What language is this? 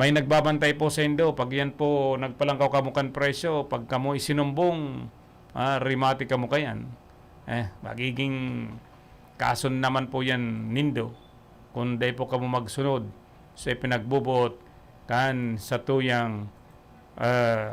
Bikol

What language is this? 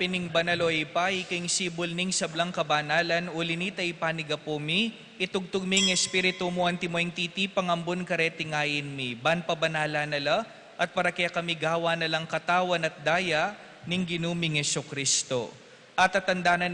Pampanga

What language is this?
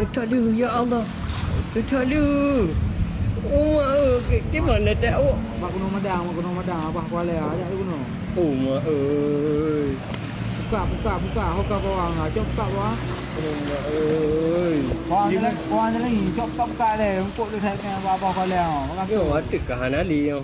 Achinese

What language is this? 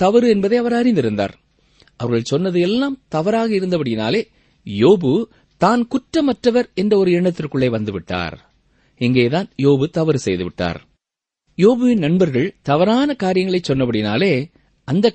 Tamil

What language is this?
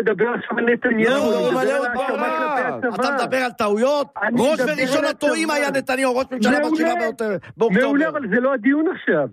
Hebrew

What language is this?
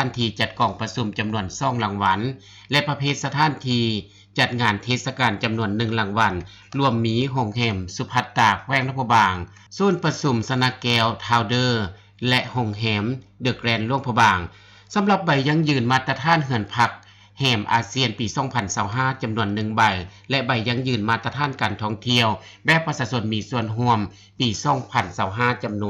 Lao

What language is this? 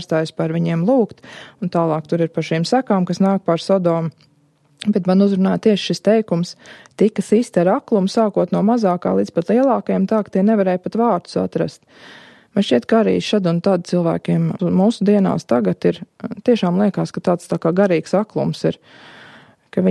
Latvian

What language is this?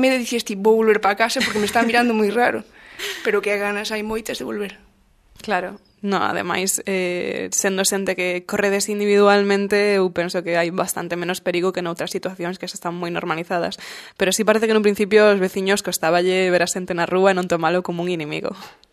Galician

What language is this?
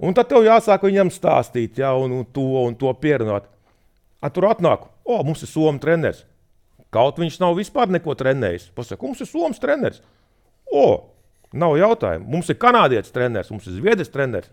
Latvian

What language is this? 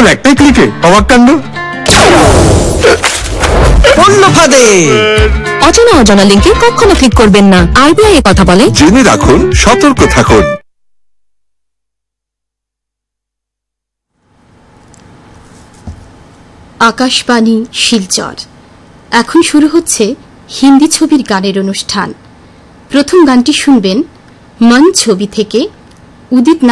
Bangla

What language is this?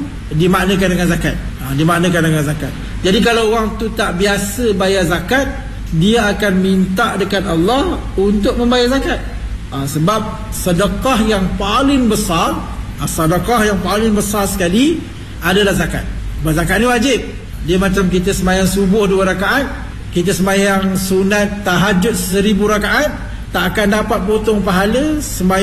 Malay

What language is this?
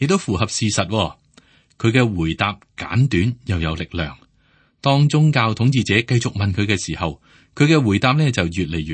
Cantonese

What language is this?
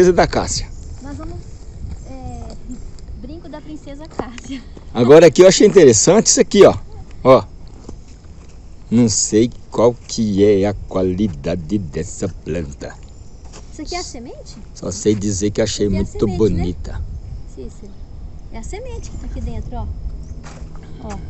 Portuguese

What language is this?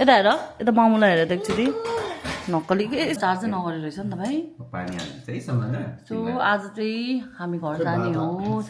Nepali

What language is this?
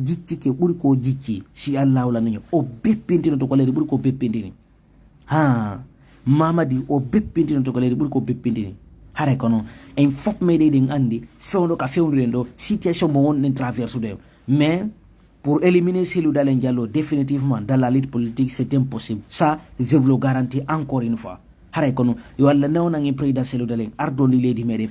Fula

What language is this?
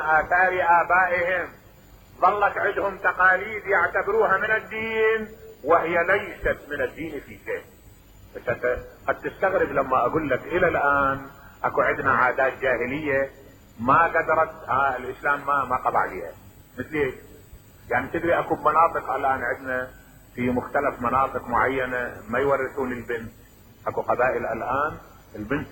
Mesopotamian Arabic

